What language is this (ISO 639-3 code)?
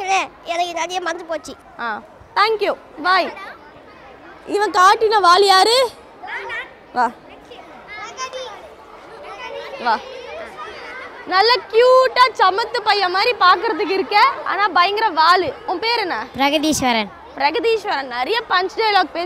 tam